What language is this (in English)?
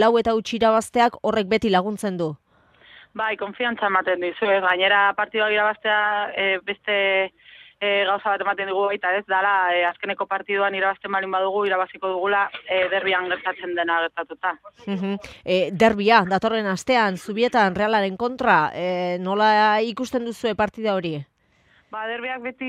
Basque